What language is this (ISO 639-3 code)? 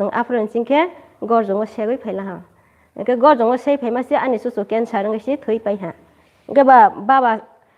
trp